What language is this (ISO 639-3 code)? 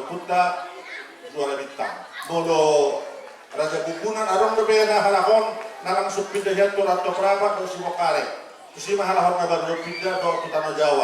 bbc